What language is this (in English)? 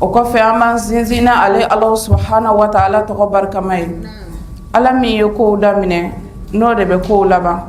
Bambara